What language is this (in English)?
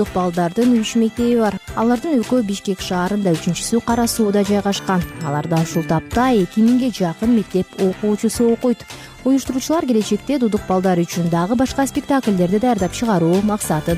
Kyrgyz